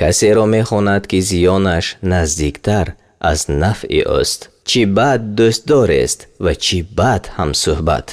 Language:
Tajik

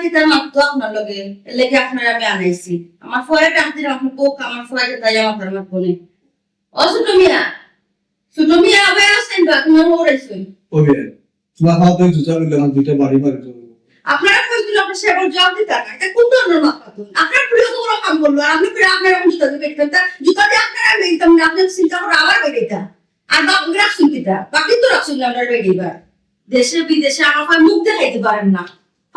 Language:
Sylheti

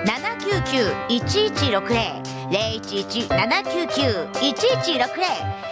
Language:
Japanese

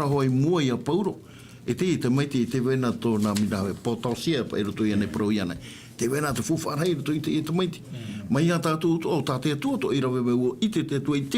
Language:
Tahitian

